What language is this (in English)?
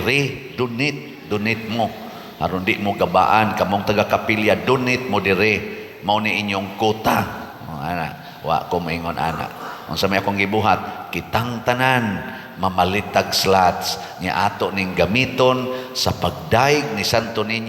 Cebuano